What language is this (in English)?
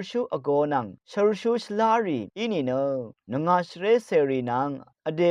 Rawang